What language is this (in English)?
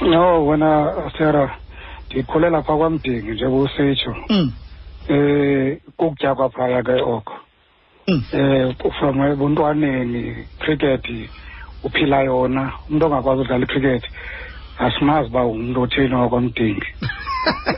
Xhosa